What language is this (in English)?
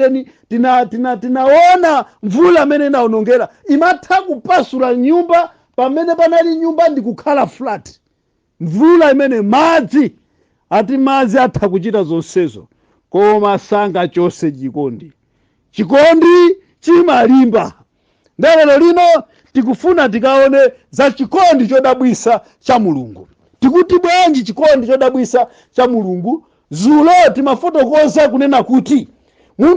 Nyanja